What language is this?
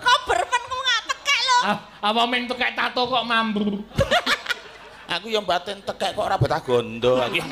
Javanese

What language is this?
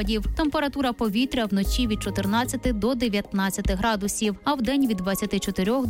Ukrainian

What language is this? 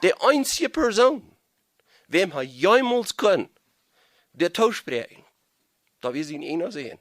Plautdietsch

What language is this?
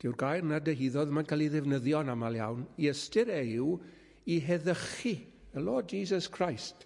Welsh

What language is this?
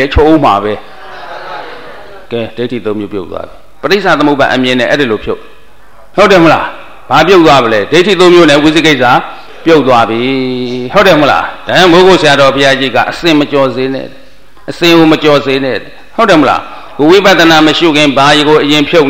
Burmese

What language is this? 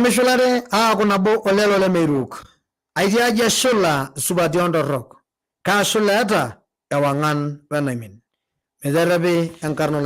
Masai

